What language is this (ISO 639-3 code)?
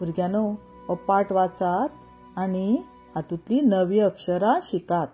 kok